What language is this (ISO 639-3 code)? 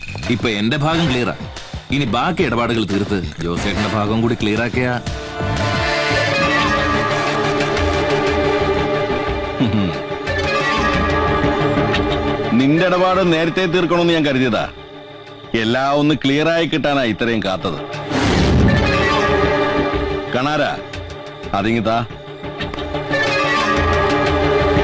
mal